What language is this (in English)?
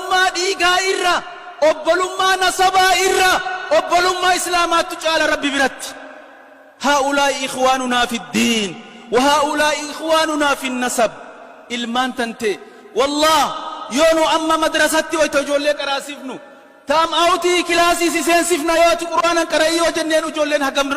Oromo